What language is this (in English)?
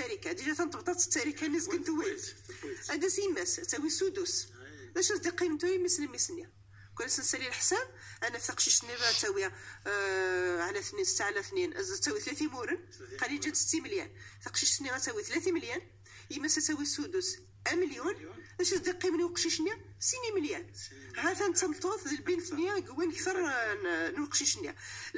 Moroccan Arabic